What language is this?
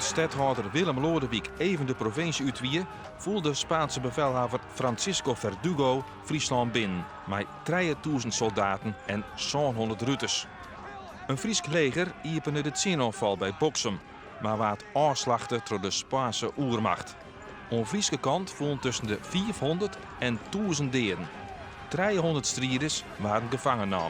Western Frisian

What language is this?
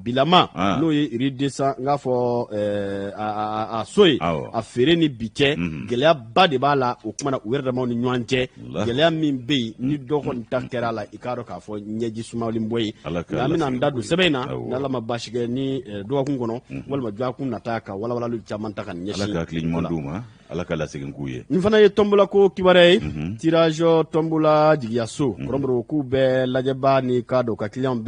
Bambara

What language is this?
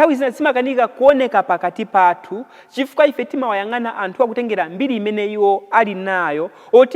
Nyanja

